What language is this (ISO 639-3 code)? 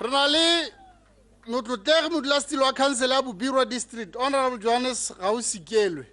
tsn